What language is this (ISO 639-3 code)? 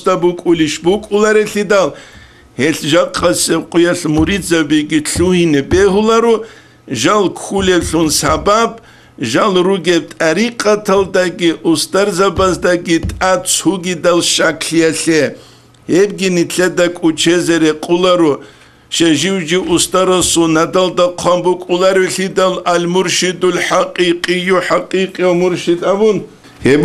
ava